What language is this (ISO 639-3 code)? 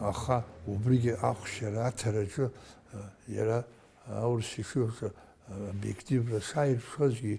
abk